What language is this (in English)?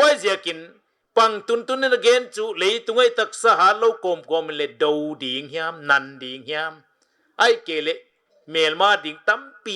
Paite Chin